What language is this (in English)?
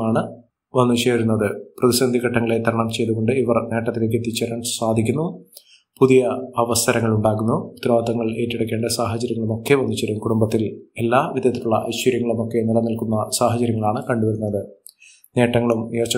Malayalam